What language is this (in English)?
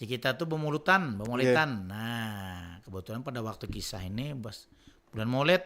Banjar